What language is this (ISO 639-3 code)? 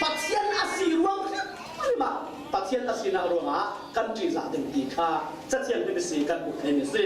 cfm